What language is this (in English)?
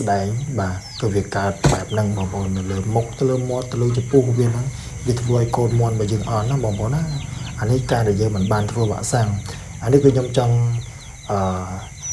Khmer